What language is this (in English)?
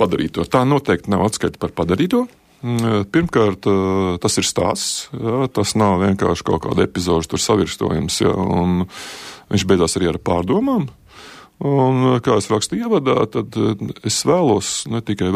Latvian